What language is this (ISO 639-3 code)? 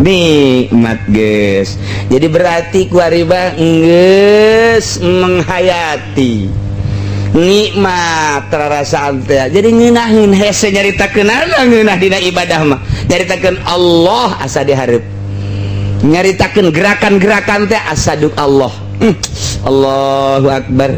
sun